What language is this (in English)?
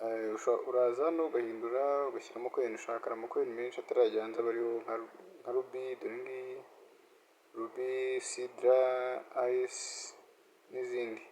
Kinyarwanda